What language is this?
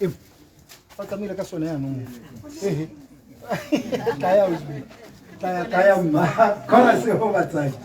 Tswana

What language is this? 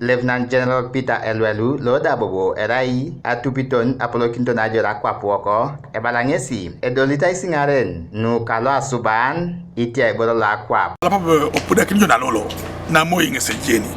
Teso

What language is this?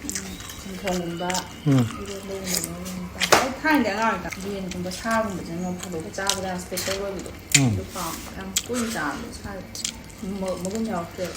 Manipuri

